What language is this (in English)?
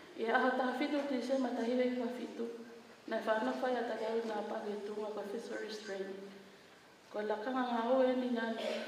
Tongan